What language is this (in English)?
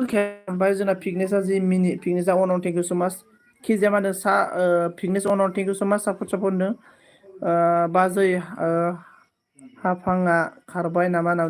Bodo